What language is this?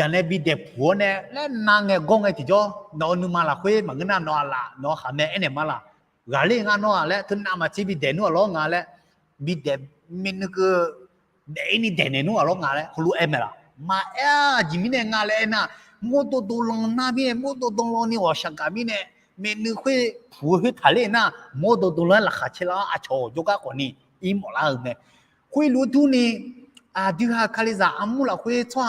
Akha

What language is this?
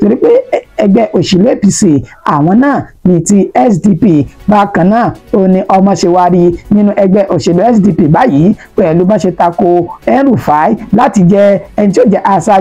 Yoruba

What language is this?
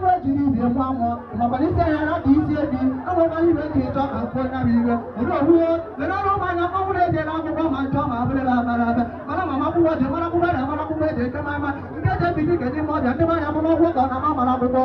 Igbo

